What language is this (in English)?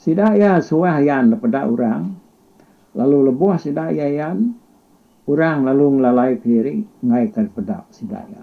Iban